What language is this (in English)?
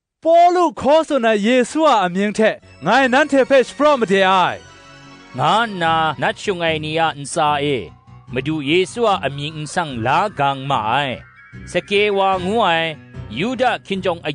Kachin